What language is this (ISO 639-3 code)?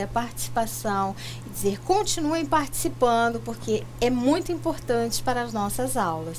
por